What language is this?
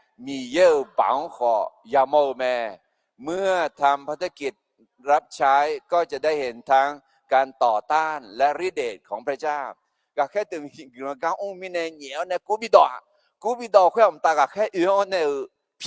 Akha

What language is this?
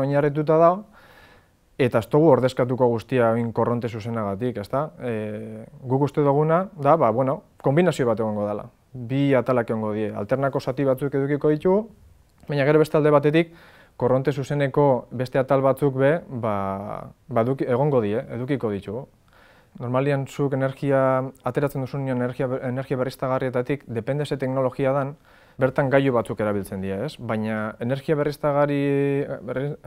Basque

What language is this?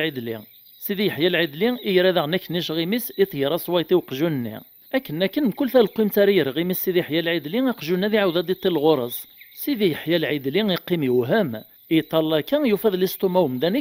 Kabyle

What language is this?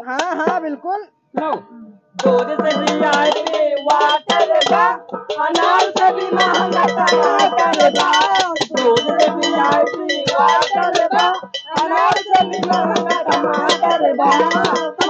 Awadhi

